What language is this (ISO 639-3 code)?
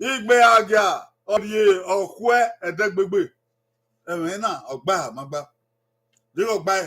bin